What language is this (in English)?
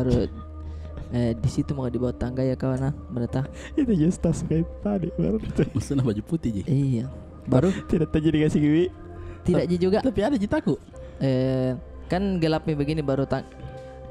Makassar Malay